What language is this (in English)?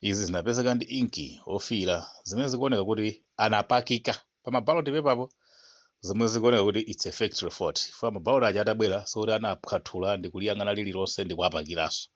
Nyanja